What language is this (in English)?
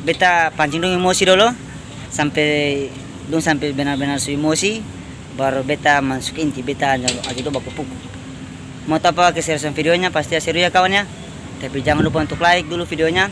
Ambonese Malay